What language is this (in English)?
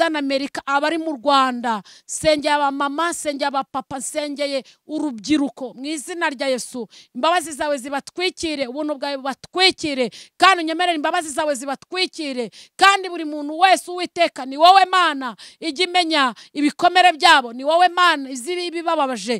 Kinyarwanda